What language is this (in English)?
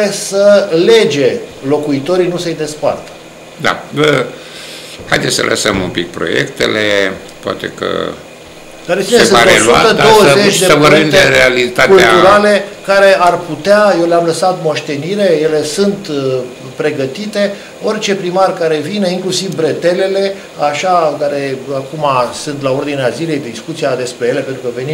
Romanian